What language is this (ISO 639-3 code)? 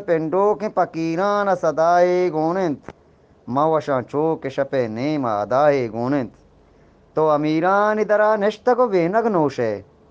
bgp